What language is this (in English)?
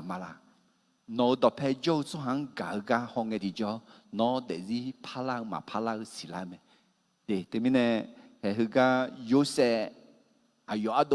Akha